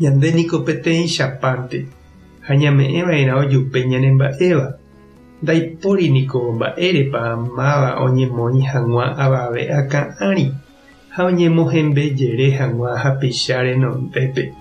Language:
Guarani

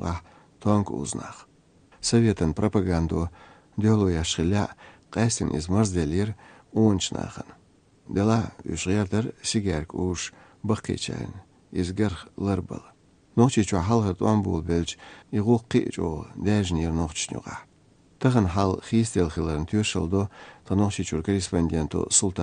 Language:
Chechen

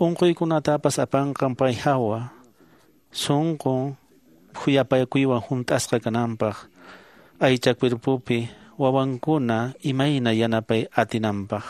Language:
Quechua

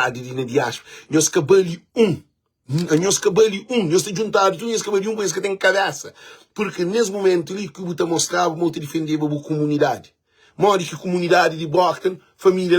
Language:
Kabuverdianu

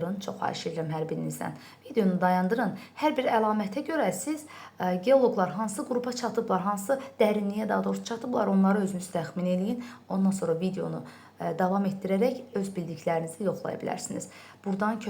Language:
Azerbaijani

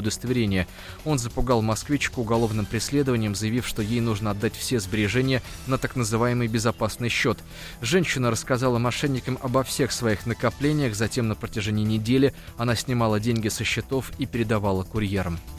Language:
Russian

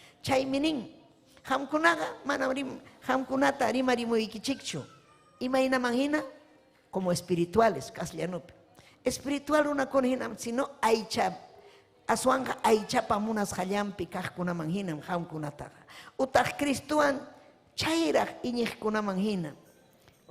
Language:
Ayacucho Quechua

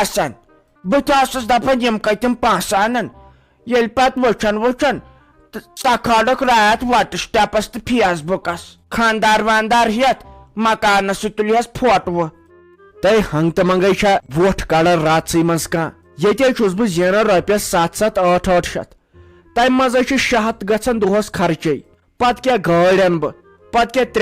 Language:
Kashmiri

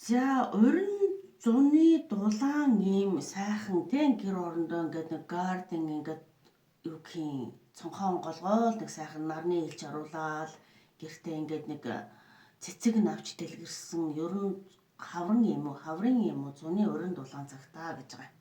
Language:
Mongolian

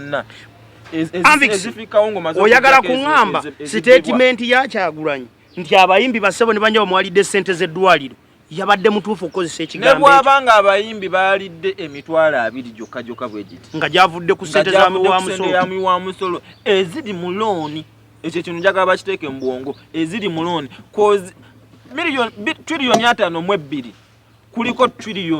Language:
Ganda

